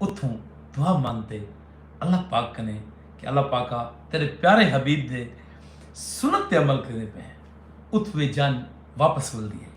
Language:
Saraiki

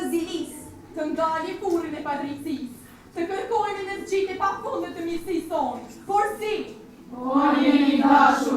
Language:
Albanian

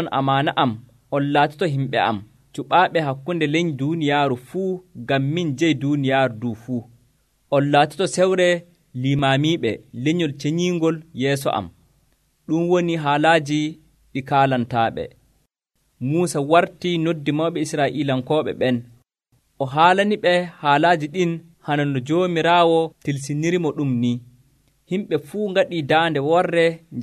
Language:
Nigerian Fulfulde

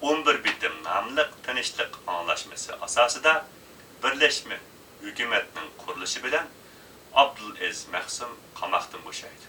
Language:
Uyghur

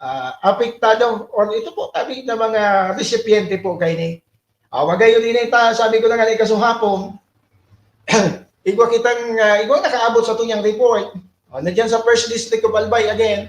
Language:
Bikol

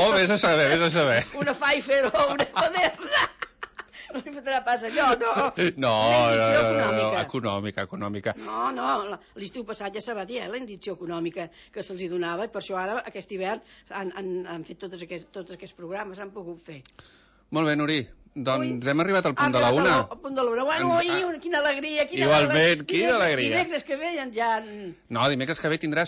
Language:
Catalan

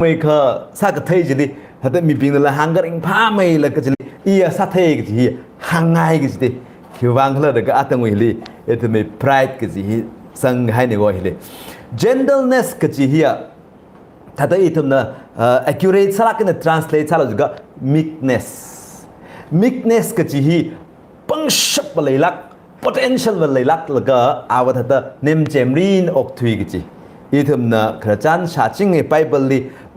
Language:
Tangkhul Naga (India)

